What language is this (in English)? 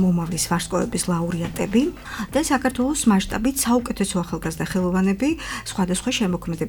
Georgian